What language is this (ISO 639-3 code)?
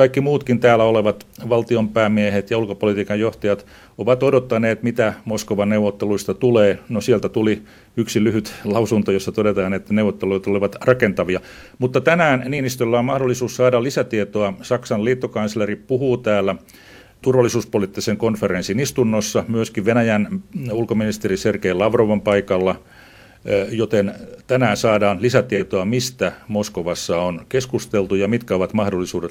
fin